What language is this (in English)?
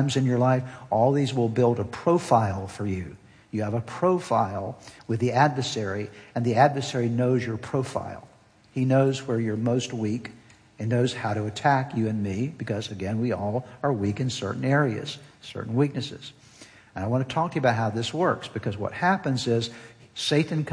English